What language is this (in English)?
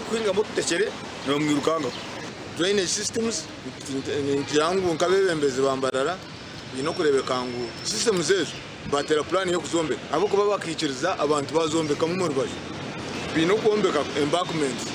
Nyankole